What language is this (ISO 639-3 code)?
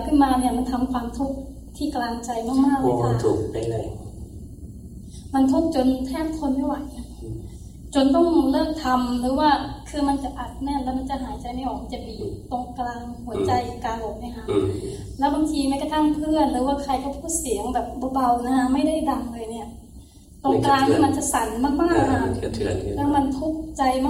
tha